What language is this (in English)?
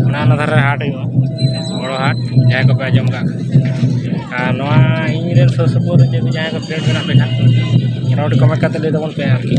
Santali